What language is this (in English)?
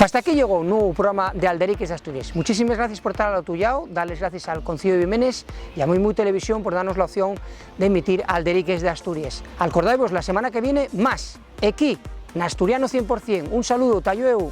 Asturian